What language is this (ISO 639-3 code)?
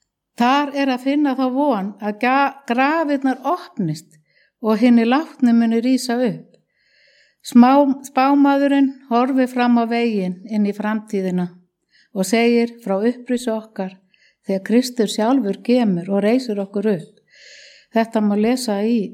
isl